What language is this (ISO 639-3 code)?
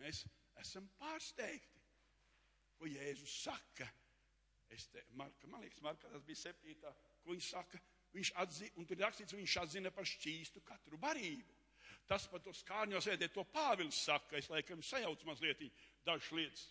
lav